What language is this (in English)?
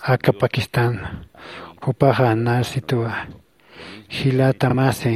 Aymara